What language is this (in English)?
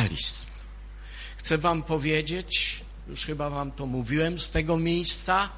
Polish